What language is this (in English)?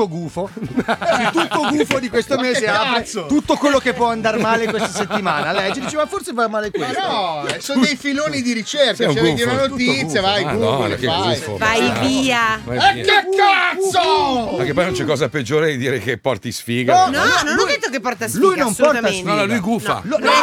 Italian